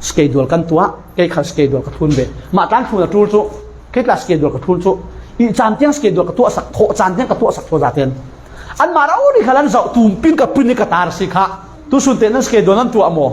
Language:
Falam Chin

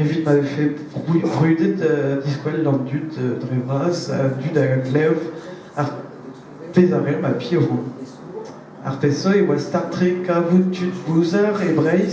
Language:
Breton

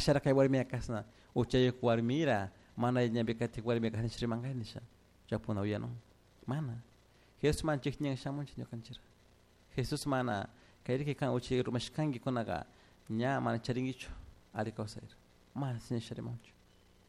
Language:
Chimborazo Highland Quichua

